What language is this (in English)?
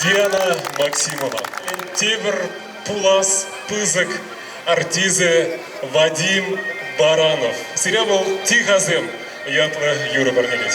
Chuvash